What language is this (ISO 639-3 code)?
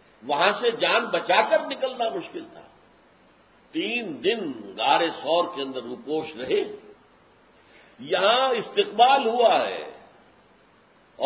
urd